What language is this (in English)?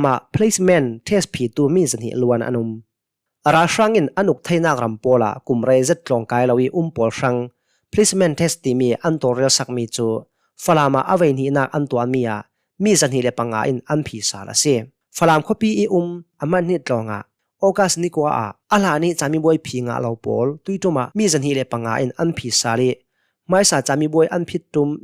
Hakha Chin